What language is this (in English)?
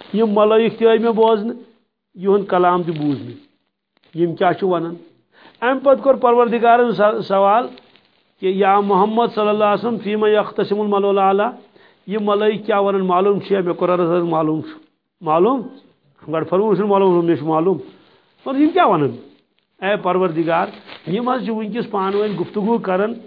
Kashmiri